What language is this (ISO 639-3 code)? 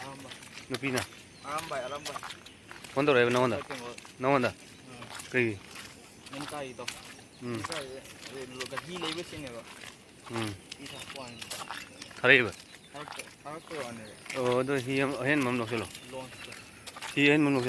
mni